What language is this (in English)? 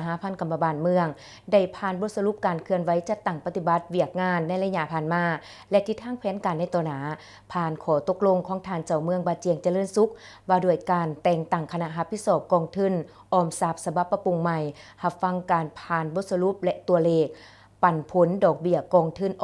Lao